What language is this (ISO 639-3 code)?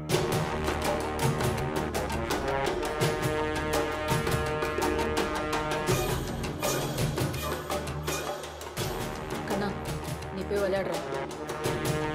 tam